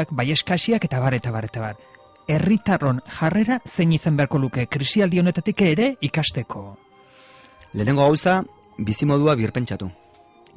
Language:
Basque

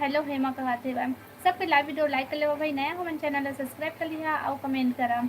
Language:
Chhattisgarhi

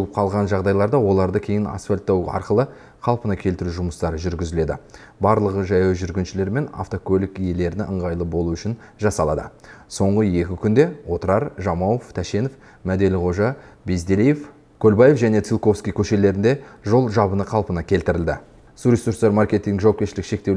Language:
Kazakh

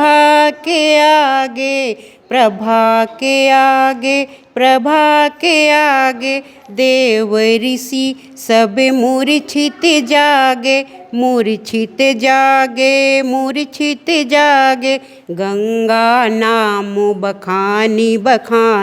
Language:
Chhattisgarhi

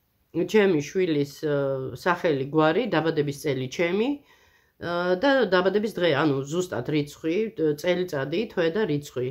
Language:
Georgian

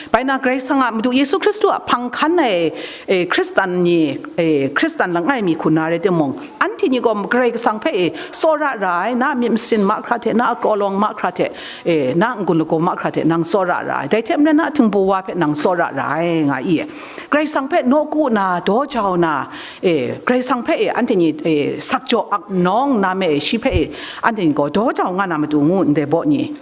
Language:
Kachin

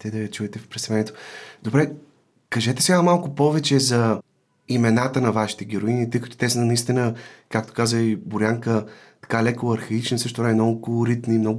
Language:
Bulgarian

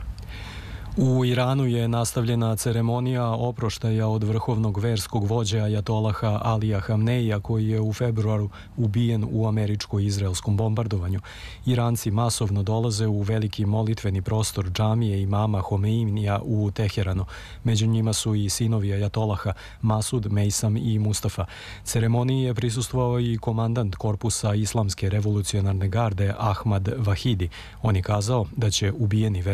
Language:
Serbian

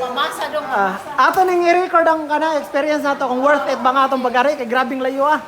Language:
Cebuano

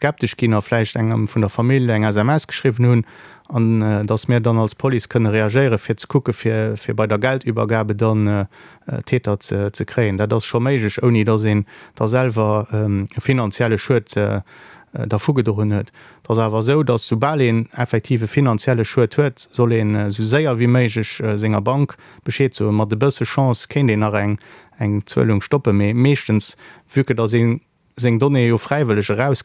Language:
Luxembourgish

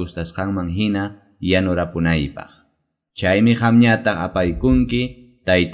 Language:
Quechua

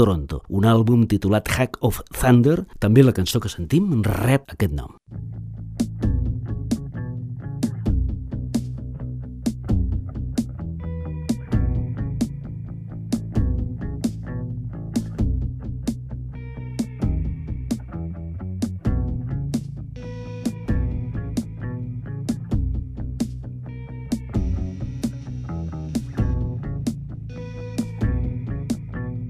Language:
Catalan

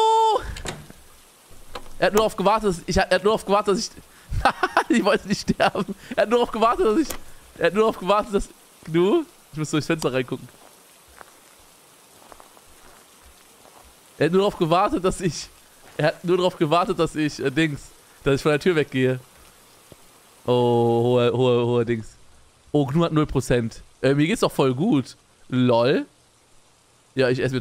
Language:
German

